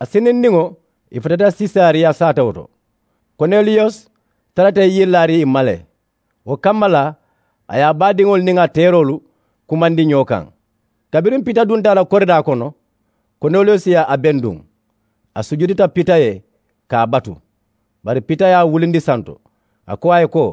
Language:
Mandingo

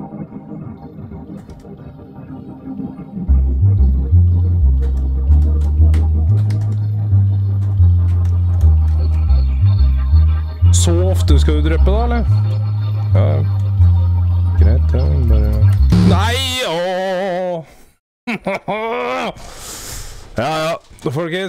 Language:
Norwegian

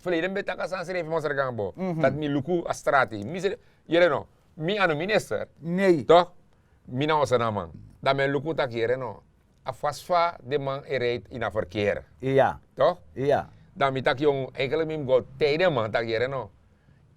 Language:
Sranan Tongo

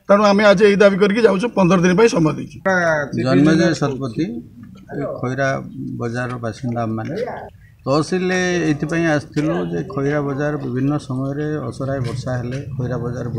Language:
Odia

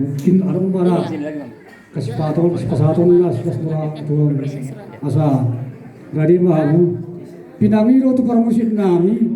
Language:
Batak Toba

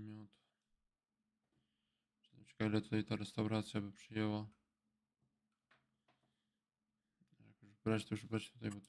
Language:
Polish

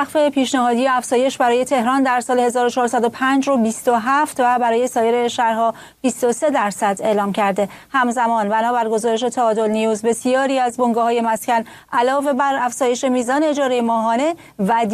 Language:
Persian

